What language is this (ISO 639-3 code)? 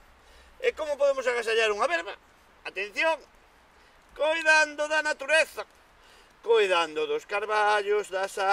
glg